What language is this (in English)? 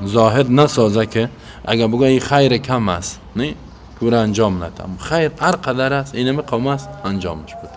Persian